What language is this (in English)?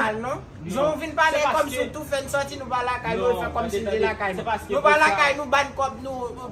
Haitian Creole